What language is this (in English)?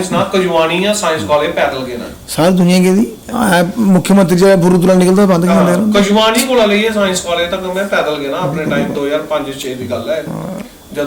Dogri